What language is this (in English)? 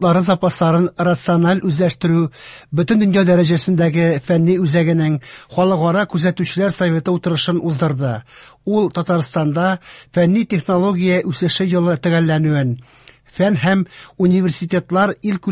Tatar